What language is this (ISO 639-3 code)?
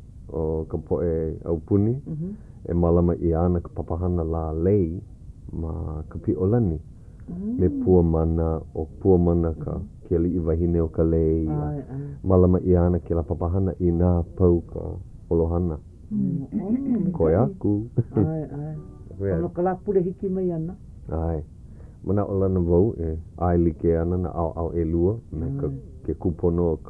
haw